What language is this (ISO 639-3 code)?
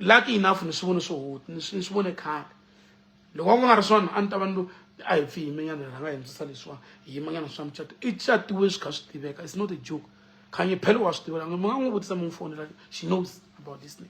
tso